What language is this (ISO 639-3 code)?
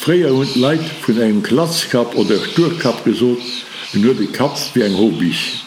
ltz